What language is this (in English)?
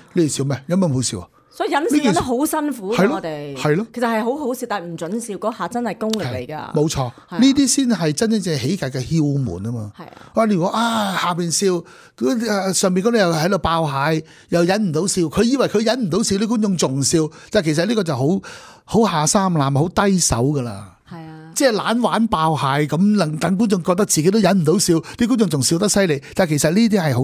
Cantonese